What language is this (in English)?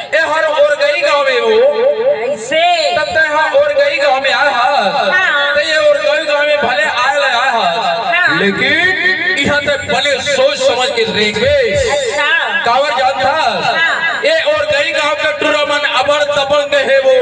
Chhattisgarhi